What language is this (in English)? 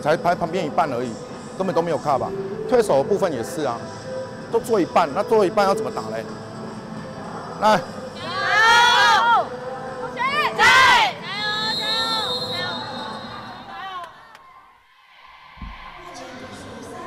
Chinese